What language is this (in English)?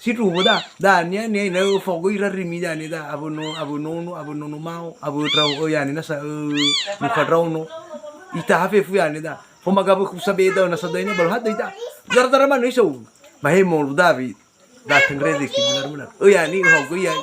Nias